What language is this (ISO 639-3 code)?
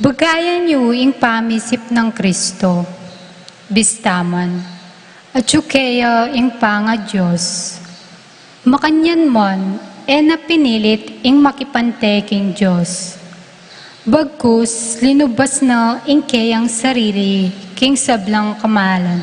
pam